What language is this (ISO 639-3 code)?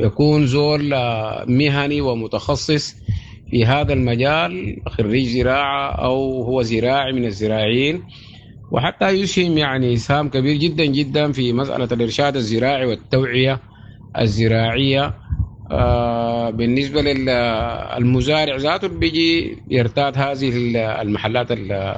apd